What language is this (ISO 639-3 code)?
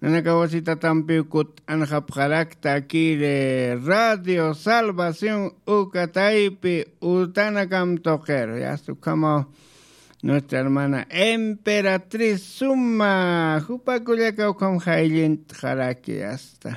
aym